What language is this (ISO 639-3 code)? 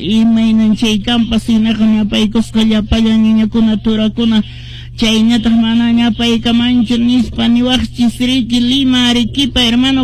que